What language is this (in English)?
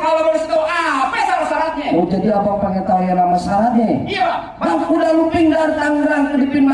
Betawi